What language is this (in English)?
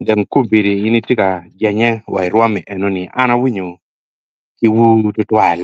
Acoli